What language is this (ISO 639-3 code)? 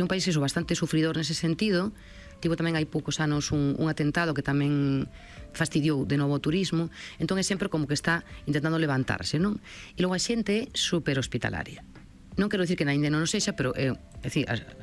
glg